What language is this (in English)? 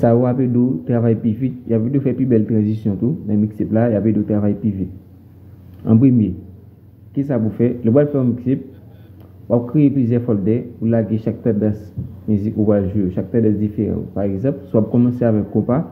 Haitian Creole